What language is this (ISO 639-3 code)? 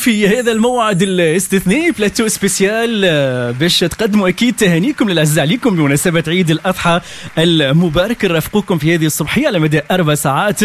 aeb